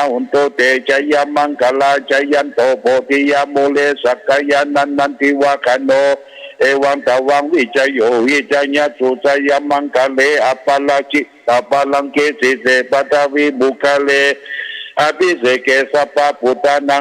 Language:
Pali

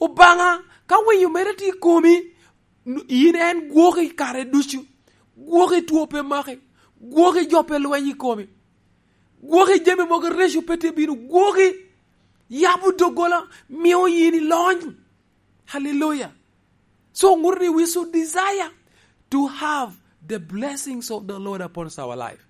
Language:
Lango (Uganda)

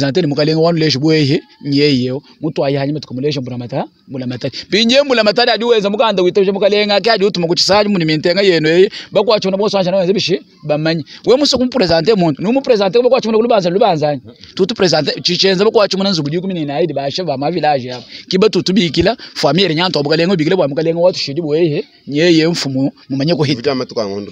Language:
Luba-Lulua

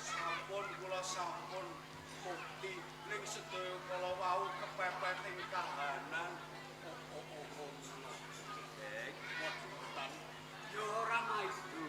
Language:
Javanese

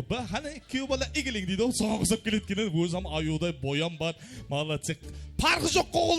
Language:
Kara-Kalpak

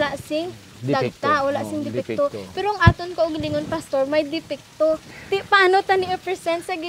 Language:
Hiligaynon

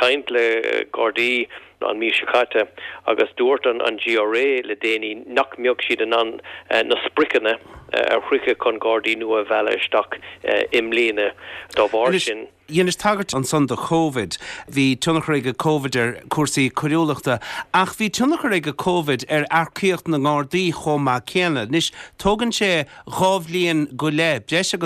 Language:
Irish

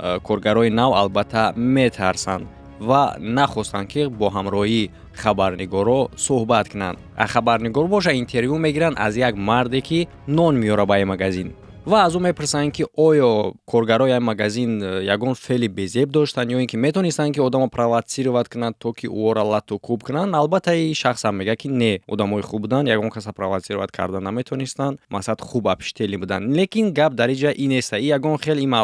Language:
Tajik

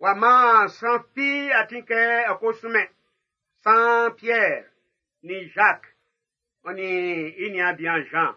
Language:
Baoulé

